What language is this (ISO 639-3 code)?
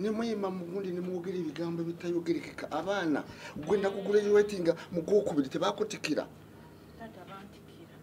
lug